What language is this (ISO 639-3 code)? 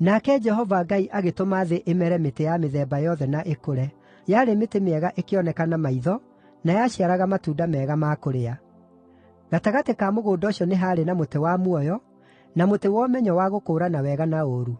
kik